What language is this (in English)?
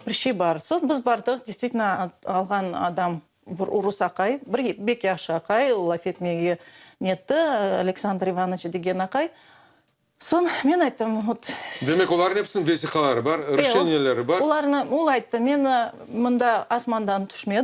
Crimean Tatar